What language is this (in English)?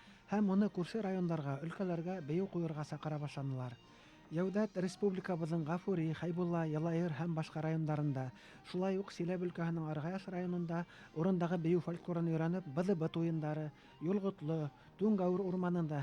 Bashkir